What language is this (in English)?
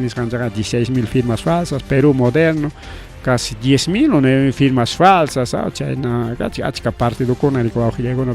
Ayacucho Quechua